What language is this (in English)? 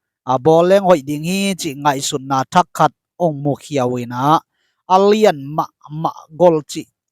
Tedim Chin